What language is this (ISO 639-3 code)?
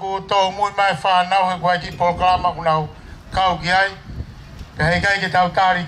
ton